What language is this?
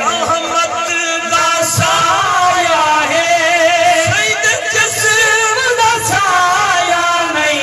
Saraiki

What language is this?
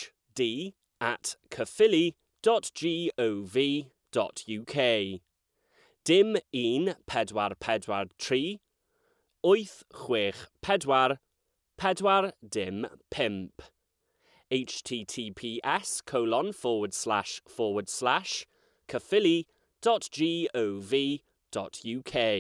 Welsh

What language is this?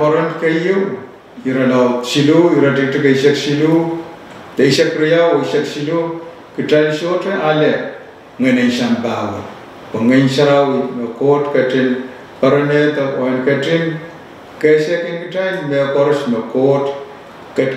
Pohnpeian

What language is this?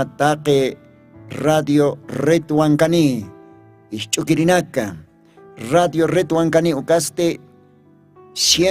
Aymara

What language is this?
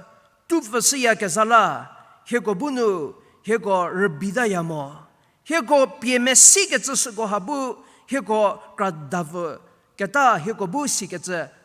Angami Naga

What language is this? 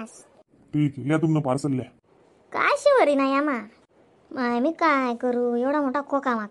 Khandesi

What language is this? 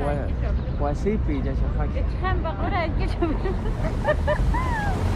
South Bolivian Quechua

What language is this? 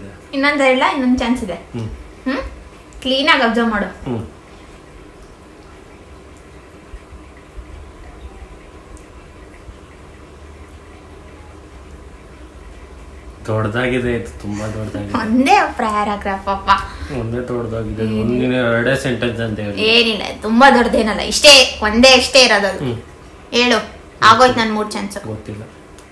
Kannada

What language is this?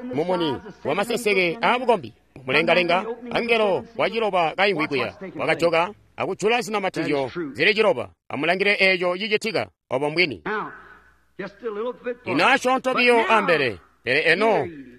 Tonga (Zambia)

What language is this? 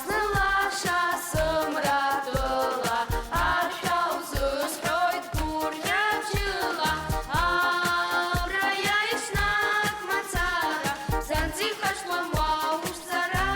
Abkhazian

